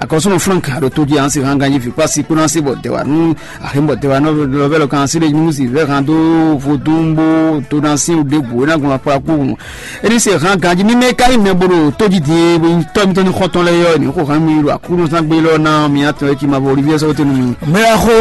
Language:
Fon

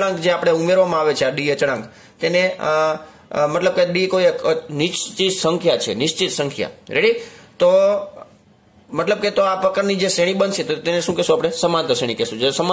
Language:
Gujarati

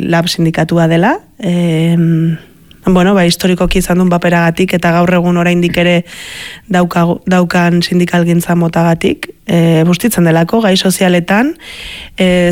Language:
Basque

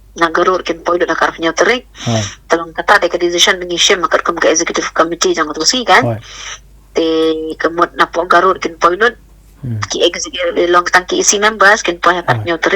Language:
Khasi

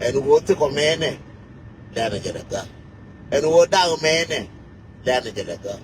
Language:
Nuer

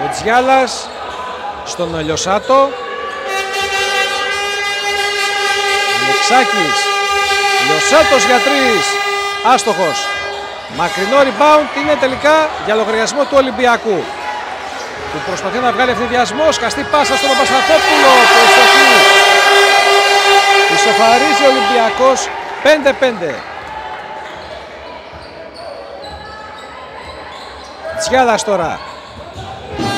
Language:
Greek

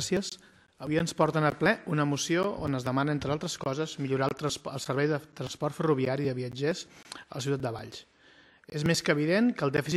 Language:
Catalan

